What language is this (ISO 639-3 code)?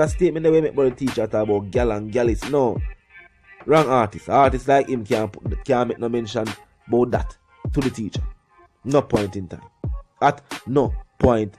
jam